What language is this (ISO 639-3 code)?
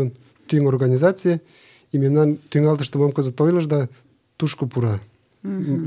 chm